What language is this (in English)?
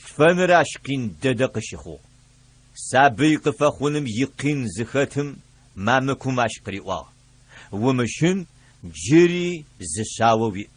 Adyghe